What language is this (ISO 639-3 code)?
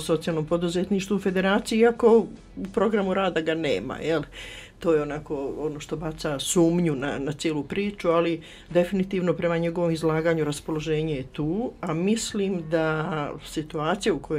bos